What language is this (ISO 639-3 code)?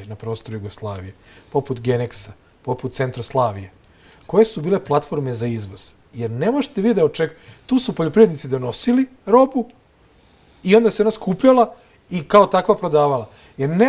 srp